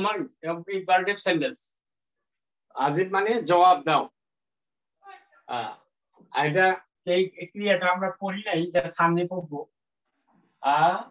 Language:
Bangla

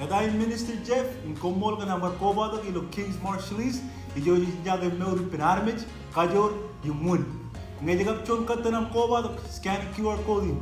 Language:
Marshallese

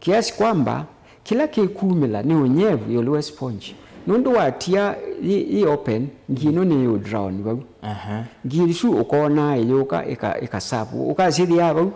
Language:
Kamba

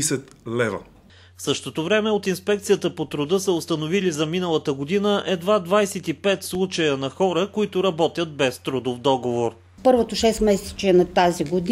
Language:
Bulgarian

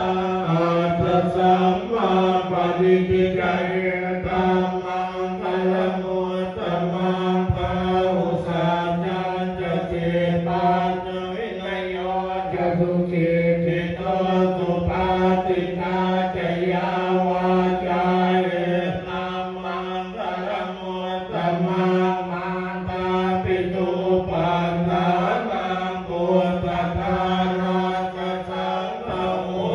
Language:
Pali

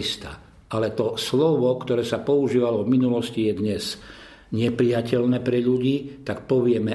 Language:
Slovak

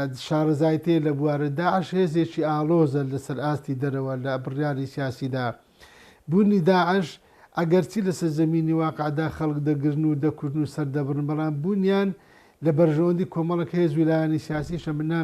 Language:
Central Kurdish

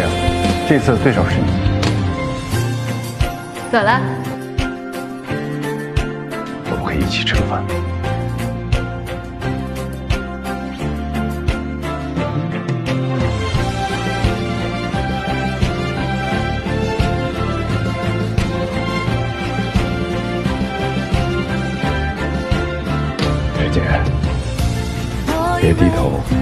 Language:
Chinese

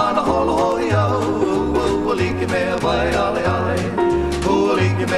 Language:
Hawaiian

